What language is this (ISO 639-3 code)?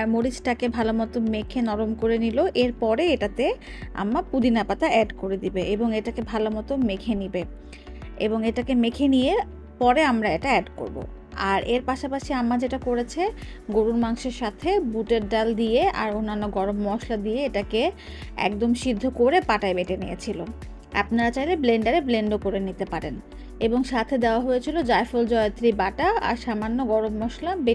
ben